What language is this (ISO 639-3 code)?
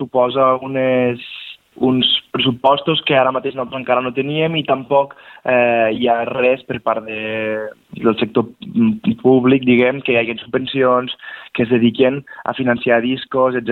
cat